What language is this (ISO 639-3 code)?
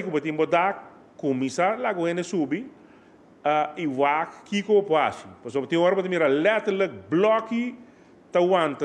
pap